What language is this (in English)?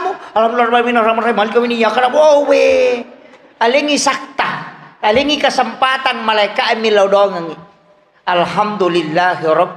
Buginese